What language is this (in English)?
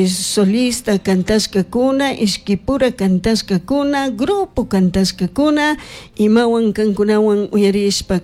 Chimborazo Highland Quichua